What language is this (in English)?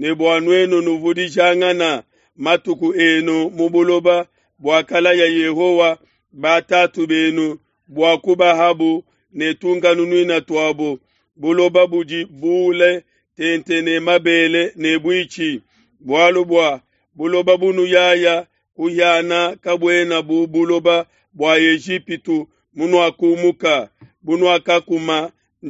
Luba-Lulua